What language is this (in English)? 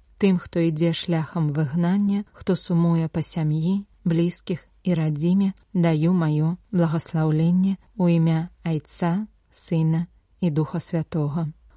Belarusian